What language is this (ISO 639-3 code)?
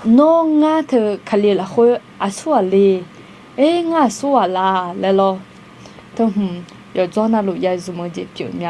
ahk